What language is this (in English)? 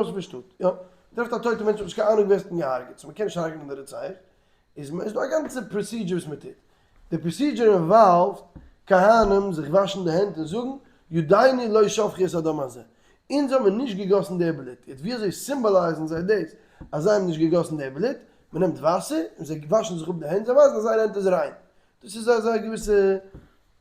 Yiddish